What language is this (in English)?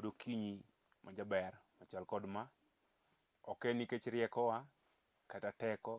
Luo (Kenya and Tanzania)